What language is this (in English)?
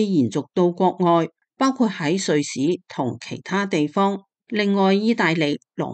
Cantonese